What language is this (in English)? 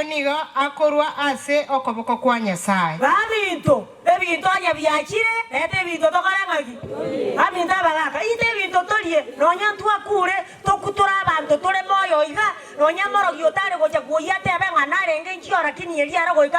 Gusii